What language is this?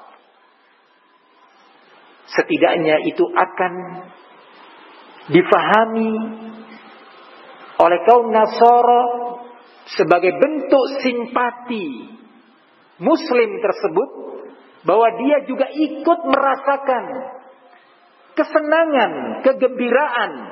Indonesian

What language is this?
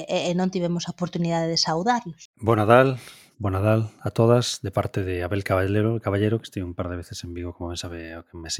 Galician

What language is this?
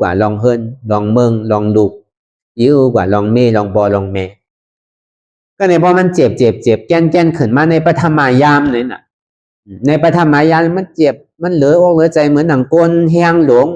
Shan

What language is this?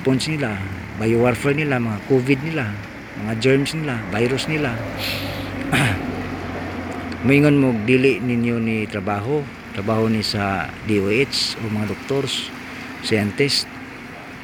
Cebuano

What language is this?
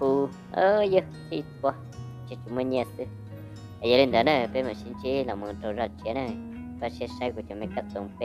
Hmong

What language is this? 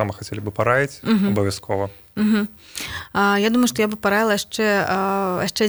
Belarusian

